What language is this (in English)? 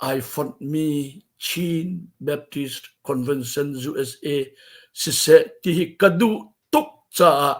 Hakha Chin